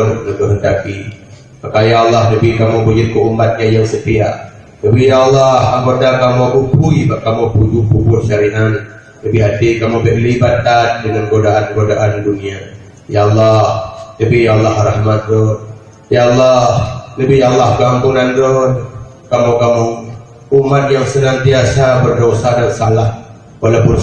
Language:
Achinese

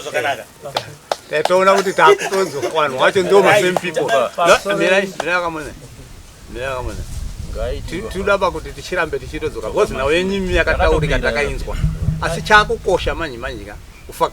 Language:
Shona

